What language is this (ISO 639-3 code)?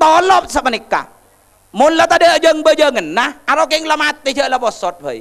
mad